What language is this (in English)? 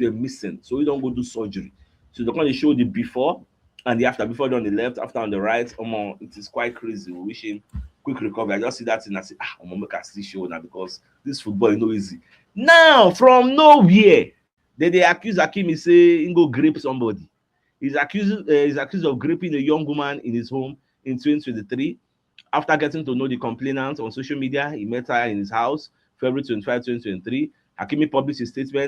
Nigerian Pidgin